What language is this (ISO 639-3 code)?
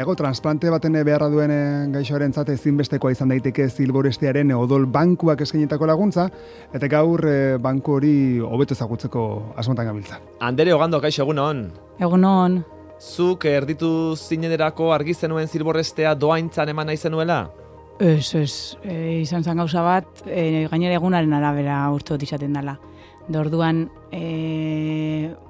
eus